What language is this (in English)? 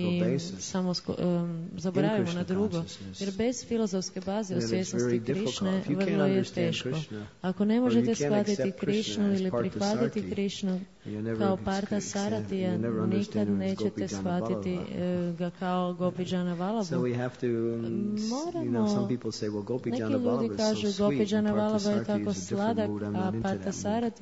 Croatian